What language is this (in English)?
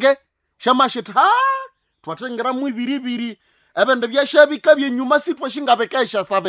Nande